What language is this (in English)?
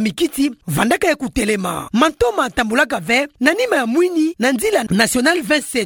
Kituba (Democratic Republic of Congo)